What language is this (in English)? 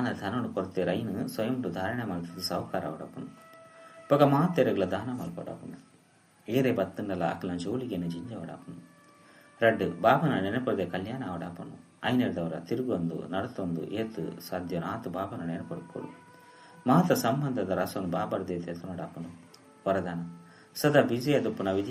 Tulu